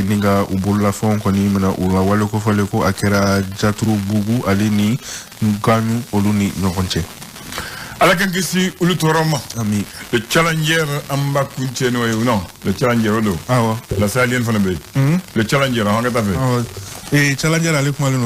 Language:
Bambara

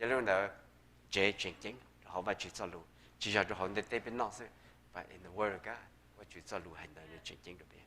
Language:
Hmong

